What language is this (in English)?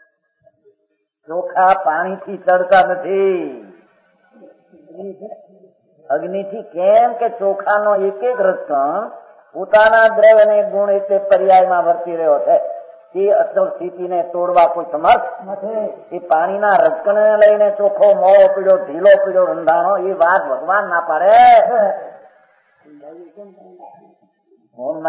Gujarati